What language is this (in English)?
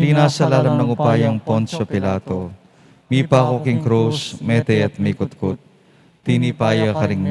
Pampanga